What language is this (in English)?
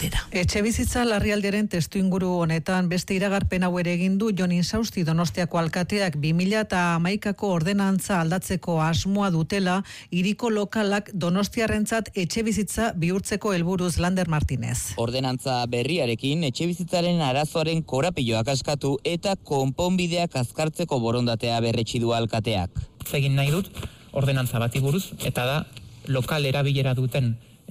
Basque